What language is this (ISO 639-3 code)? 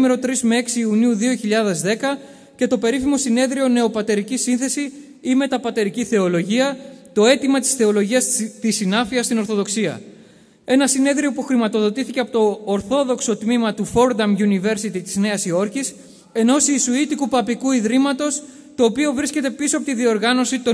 ell